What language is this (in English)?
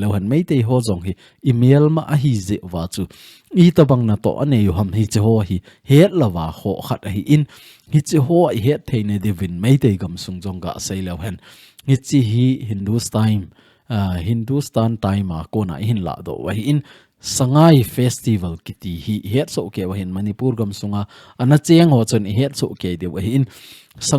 Thado Chin